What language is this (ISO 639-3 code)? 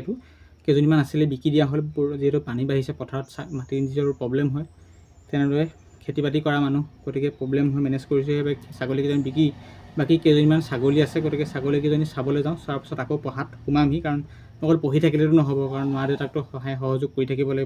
asm